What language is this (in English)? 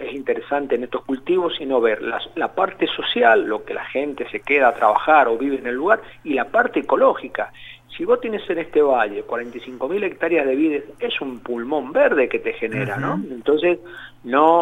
Spanish